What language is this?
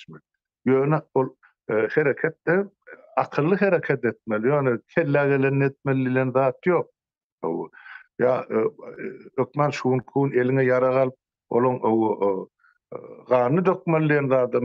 Turkmen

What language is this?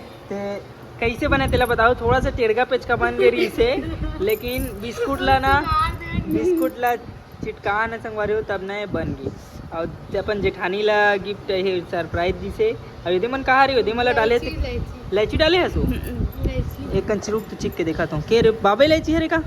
Chhattisgarhi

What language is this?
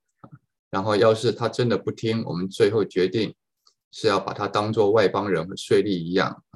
Chinese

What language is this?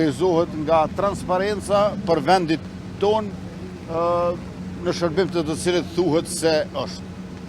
Albanian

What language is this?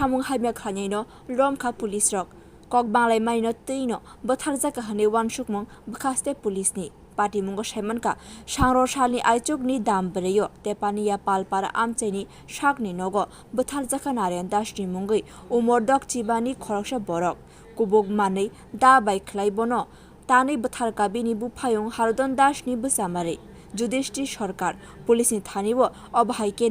Kok Borok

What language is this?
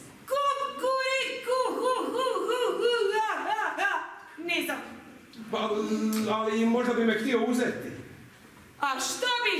Croatian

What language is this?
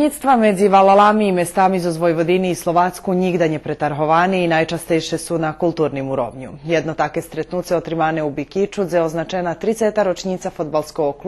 Rusyn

